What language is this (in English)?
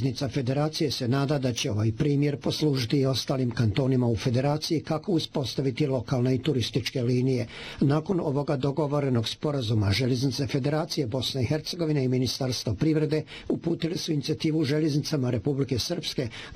Bosnian